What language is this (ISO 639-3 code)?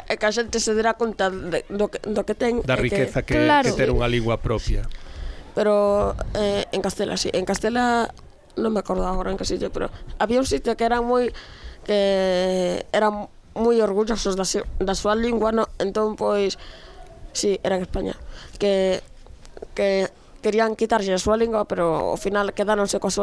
glg